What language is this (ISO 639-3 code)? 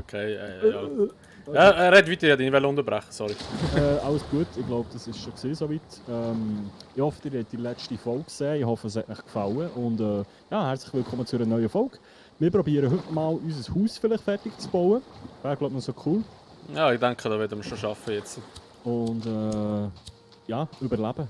gsw